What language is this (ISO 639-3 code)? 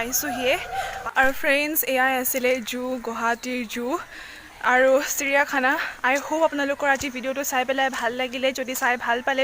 asm